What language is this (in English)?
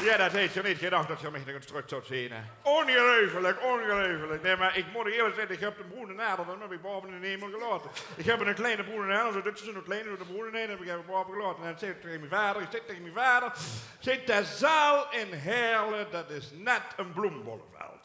Limburgish